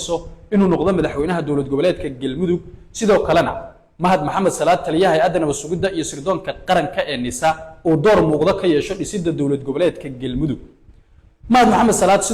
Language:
Somali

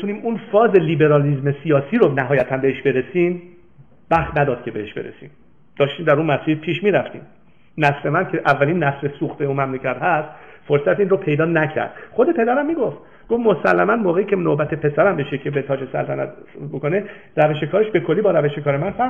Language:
Persian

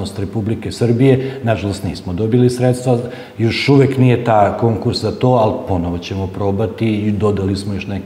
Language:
Serbian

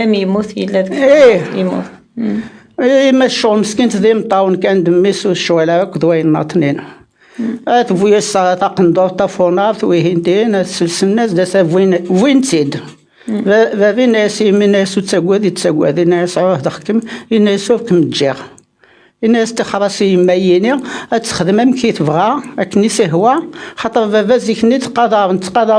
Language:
Kabyle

